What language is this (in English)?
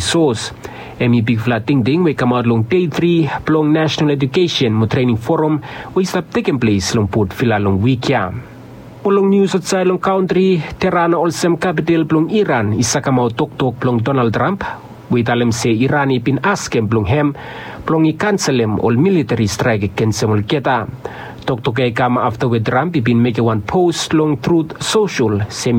Bislama